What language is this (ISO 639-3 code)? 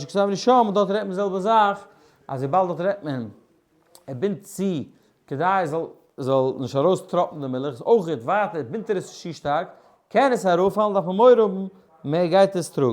yid